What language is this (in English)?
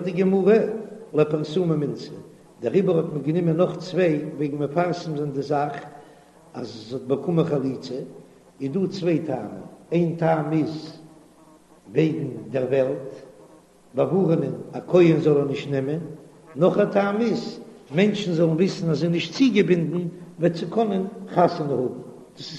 Yiddish